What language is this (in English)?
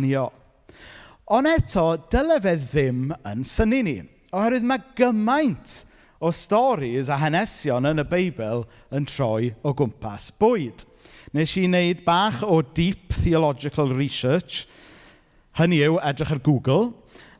Welsh